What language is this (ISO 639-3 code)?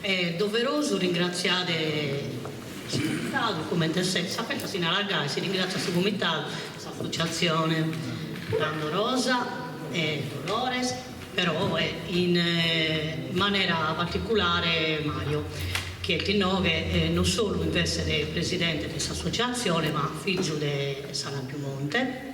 srd